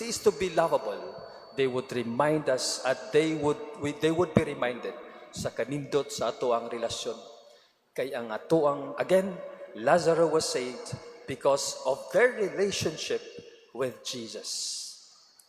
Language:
Cebuano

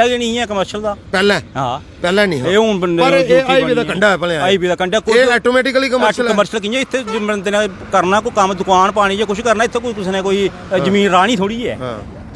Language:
Dogri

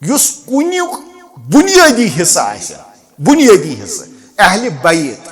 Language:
Kashmiri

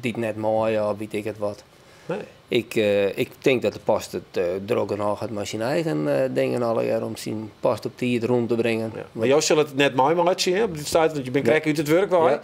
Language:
Western Frisian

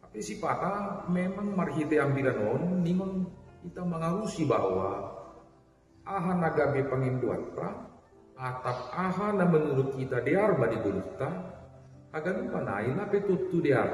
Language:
Batak Simalungun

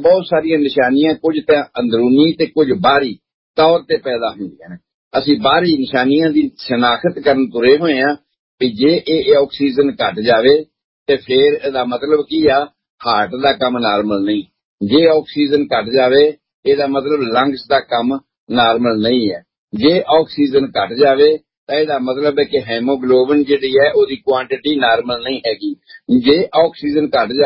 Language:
Punjabi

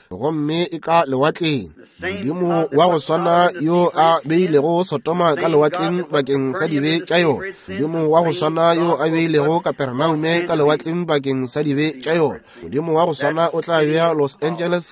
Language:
Northern Sotho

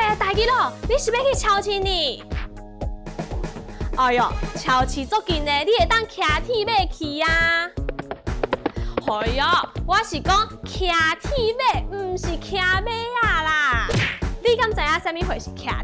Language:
Min Nan Chinese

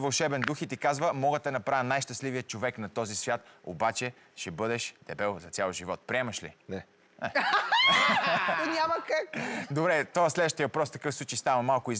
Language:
Bulgarian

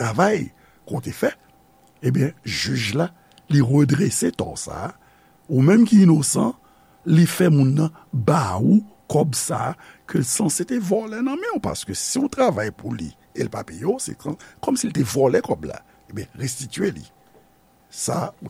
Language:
Haitian Creole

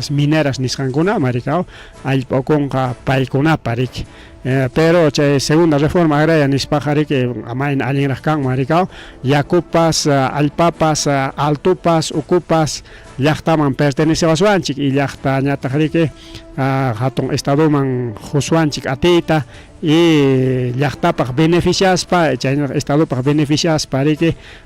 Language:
Ayacucho Quechua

